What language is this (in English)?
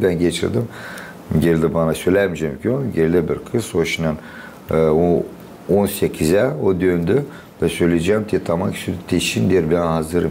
Gagauz